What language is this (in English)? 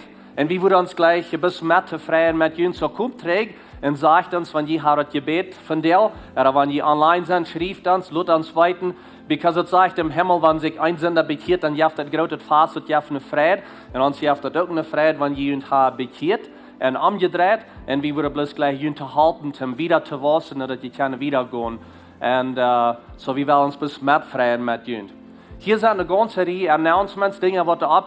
Plautdietsch